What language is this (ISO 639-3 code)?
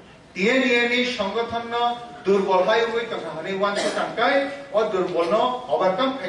trp